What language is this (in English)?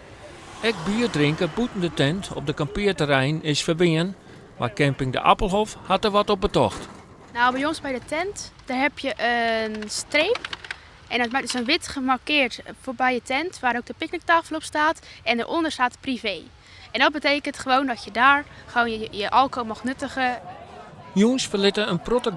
Western Frisian